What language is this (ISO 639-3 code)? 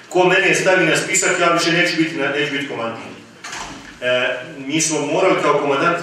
bos